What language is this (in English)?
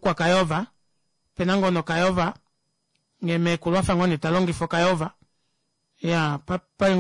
Kuanyama